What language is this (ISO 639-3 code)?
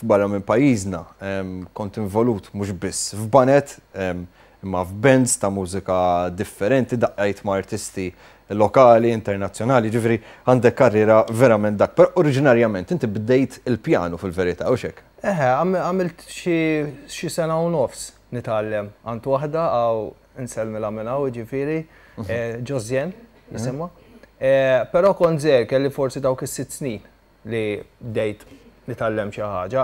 mlt